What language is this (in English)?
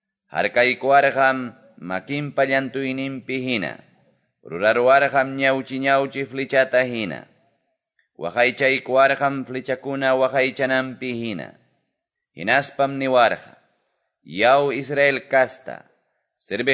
Quechua